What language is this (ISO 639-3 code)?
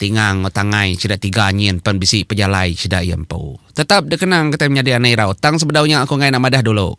iba